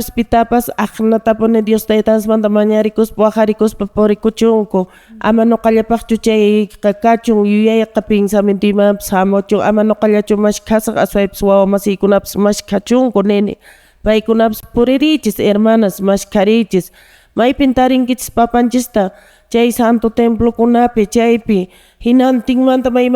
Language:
Quechua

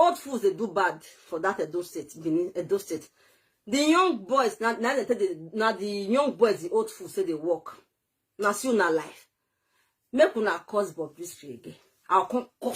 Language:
Nigerian Pidgin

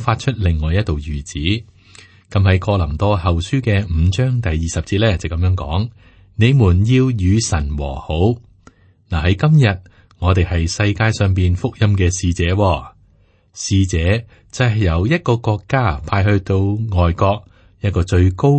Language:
Cantonese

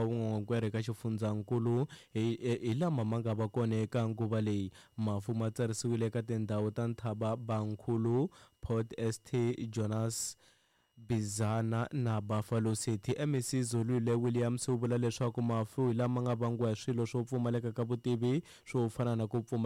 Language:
Tsonga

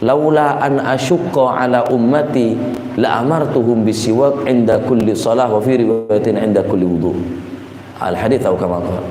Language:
Madurese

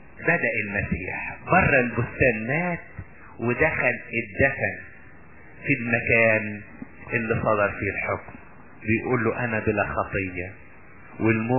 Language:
Egyptian Arabic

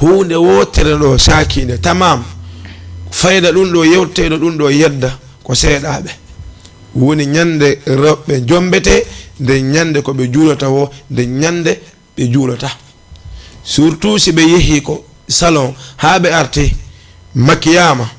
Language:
Fula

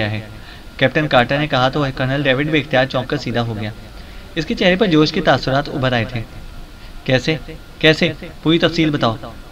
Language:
Urdu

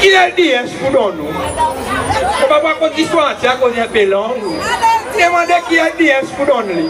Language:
Seselwa Creole French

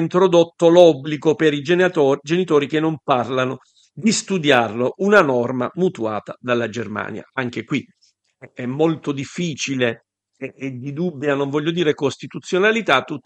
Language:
Italian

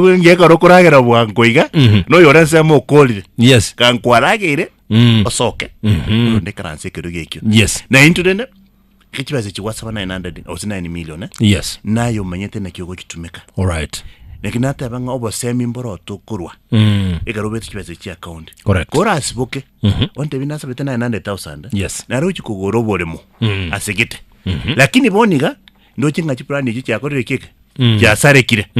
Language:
Gusii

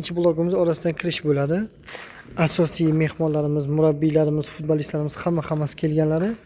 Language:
Uzbek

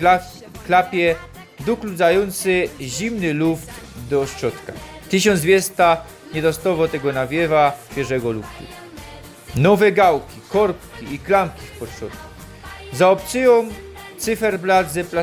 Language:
Silesian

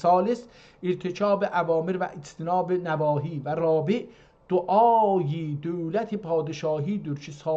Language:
South Azerbaijani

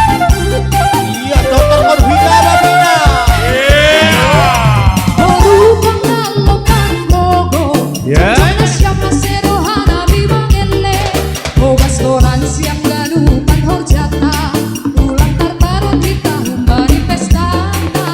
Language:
Batak Simalungun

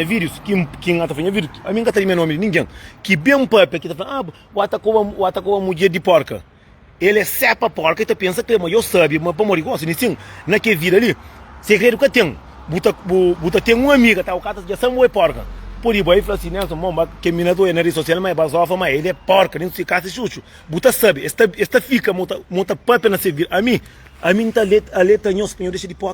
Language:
Kabuverdianu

